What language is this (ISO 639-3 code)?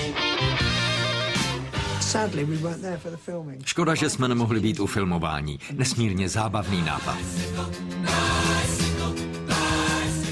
ces